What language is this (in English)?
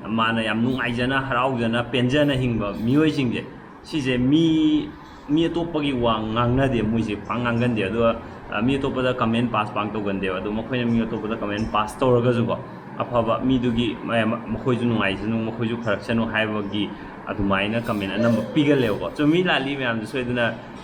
Manipuri